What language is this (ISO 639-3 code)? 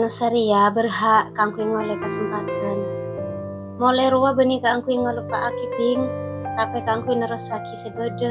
mad